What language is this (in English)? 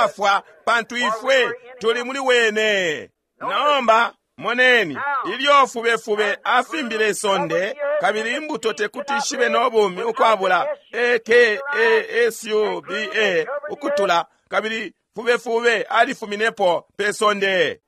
Bemba